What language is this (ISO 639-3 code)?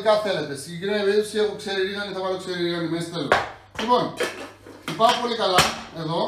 ell